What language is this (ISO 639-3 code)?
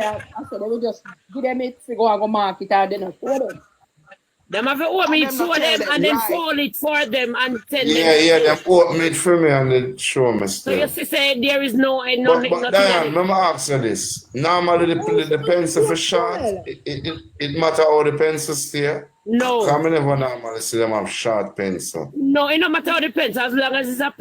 jam